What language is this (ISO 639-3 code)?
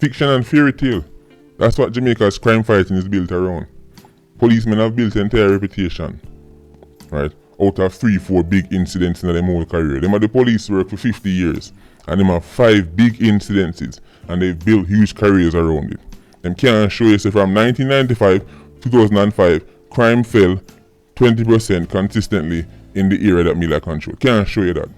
jam